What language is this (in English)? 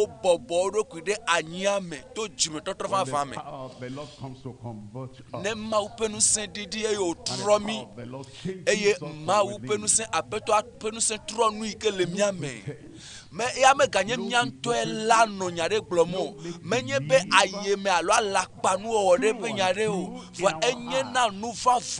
Ewe